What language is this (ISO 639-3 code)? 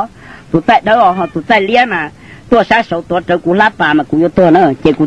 hmn